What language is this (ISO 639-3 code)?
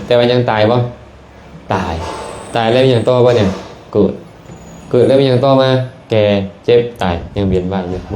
lao